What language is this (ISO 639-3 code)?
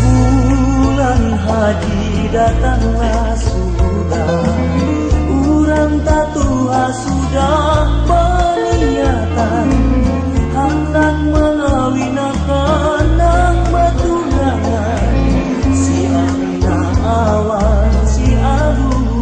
bjn